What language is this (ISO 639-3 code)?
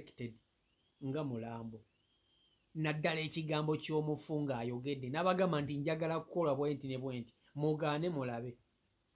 lug